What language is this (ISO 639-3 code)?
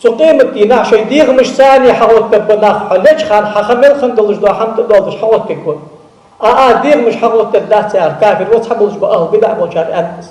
inh